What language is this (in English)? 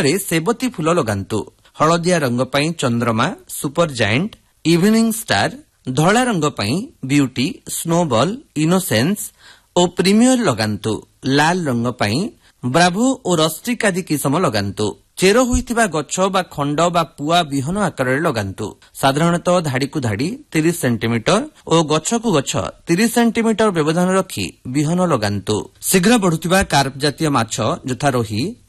Odia